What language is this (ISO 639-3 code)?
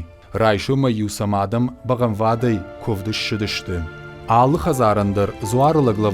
oss